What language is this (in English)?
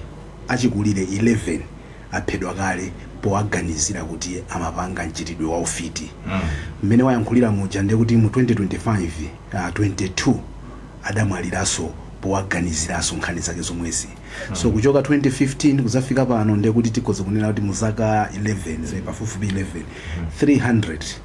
Nyanja